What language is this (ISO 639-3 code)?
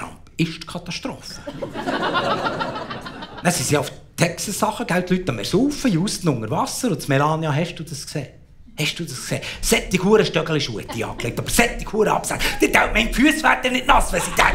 gsw